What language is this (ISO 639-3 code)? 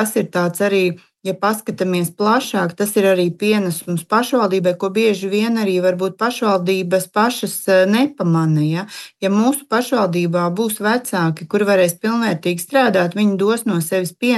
lav